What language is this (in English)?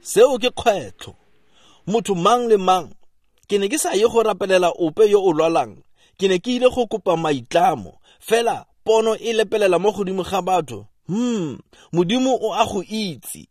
Tswana